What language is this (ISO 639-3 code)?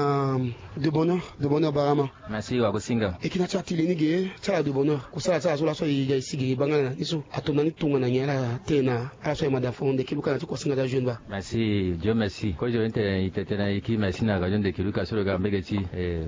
sag